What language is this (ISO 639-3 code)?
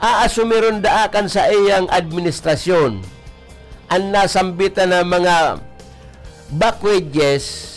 bik